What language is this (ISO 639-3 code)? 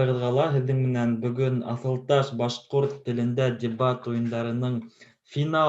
bak